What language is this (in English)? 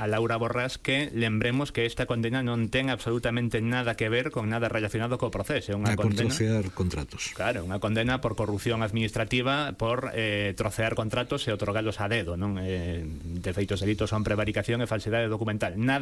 Galician